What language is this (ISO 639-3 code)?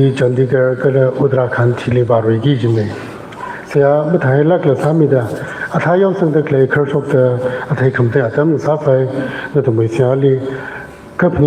nmf